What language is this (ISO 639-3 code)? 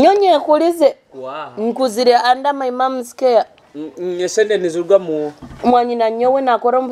nyo